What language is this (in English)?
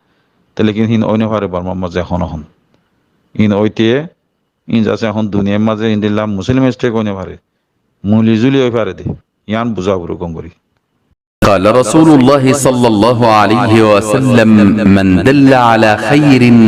Rohingya